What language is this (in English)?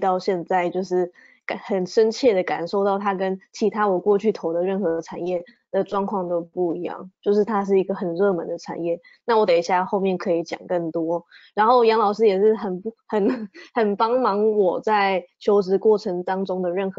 Chinese